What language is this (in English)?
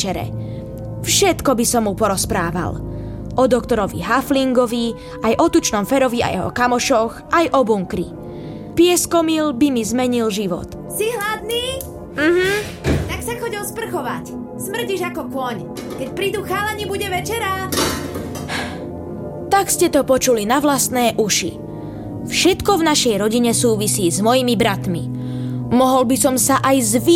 Slovak